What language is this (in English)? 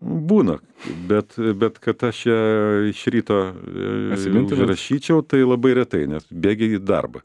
Lithuanian